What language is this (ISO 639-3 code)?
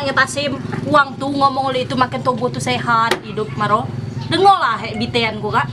mui